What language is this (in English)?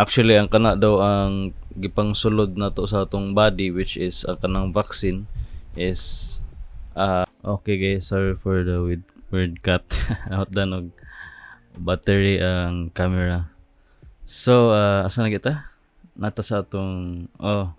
Cebuano